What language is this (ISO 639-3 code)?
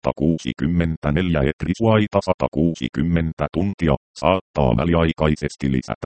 fin